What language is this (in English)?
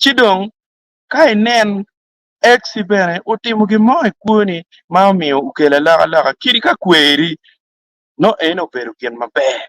Acoli